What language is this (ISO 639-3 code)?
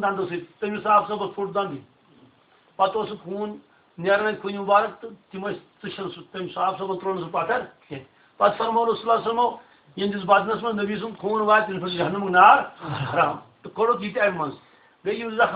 kas